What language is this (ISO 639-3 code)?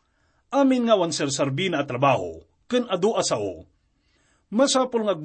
ilo